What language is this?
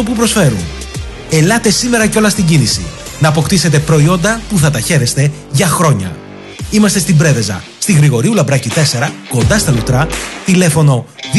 Greek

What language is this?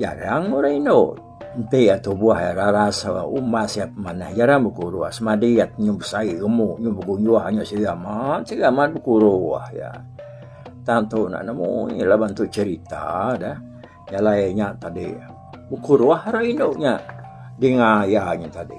Iban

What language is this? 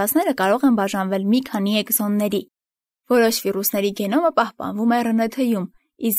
Armenian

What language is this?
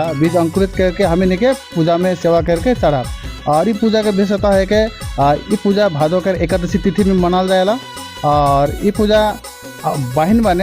Sadri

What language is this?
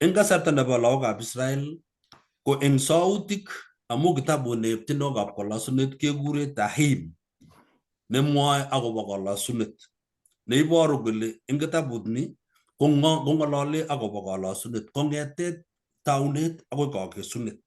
Kalenjin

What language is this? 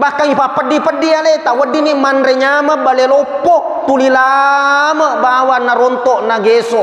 Buginese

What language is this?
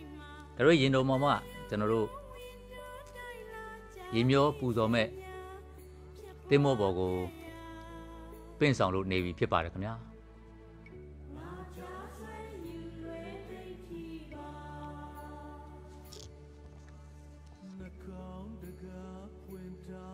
Burmese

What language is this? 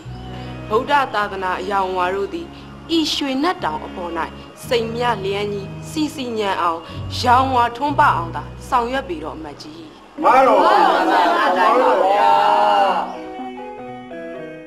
Burmese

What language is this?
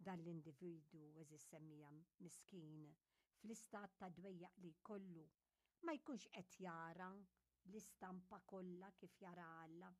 Maltese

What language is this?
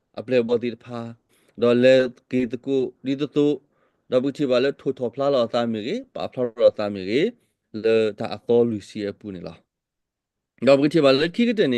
S'gaw Karen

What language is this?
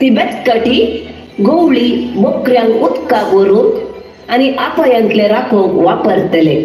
Konkani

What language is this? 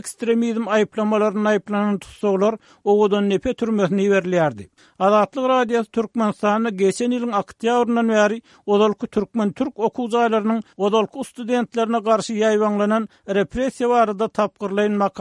Turkmen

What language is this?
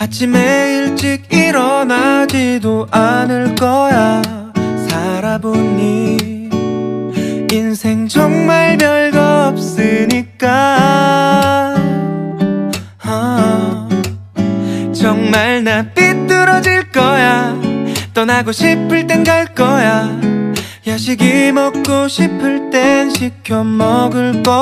Korean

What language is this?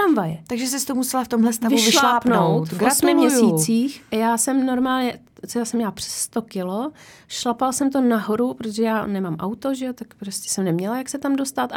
Czech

